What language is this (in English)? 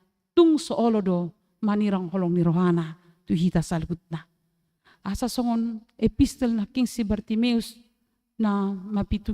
Batak Toba